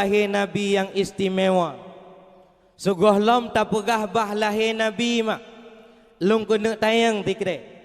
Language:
Achinese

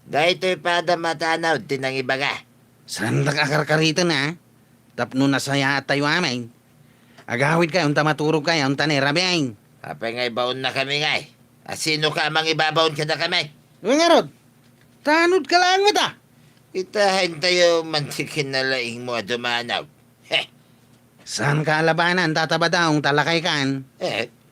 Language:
Iloko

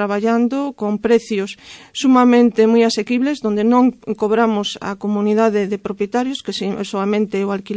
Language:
Galician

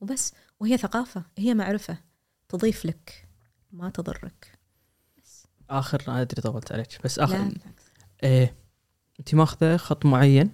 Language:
Gulf Arabic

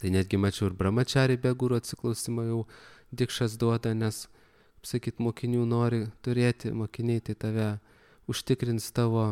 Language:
Lithuanian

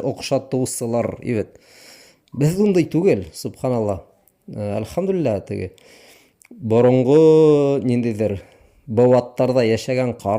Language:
Bashkir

